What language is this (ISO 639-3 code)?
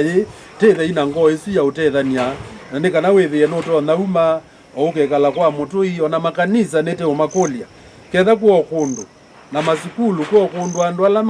kam